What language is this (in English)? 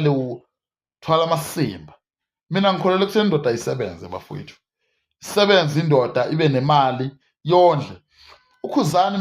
Zulu